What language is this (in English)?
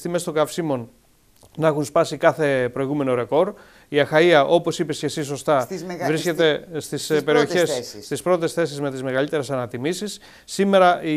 Greek